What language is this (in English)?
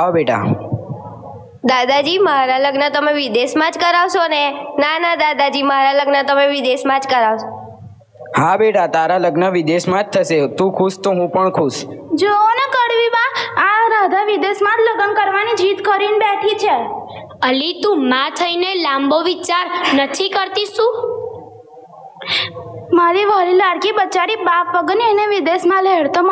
Gujarati